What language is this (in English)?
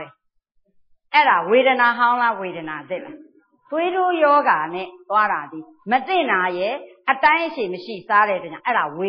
Burmese